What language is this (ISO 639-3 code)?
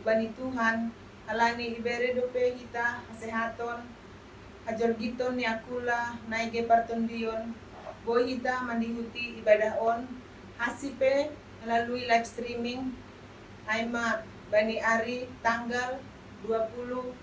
bts